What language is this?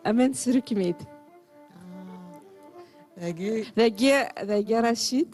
Kabyle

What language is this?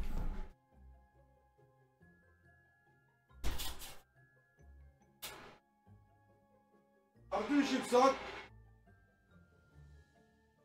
Turkish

